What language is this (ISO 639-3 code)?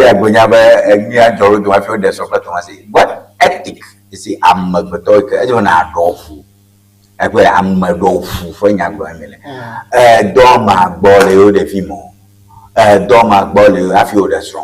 ewe